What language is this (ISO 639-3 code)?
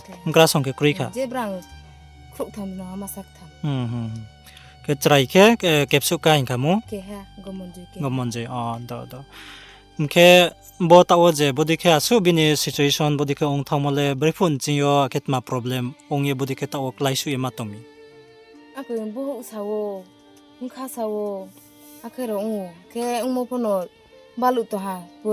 ria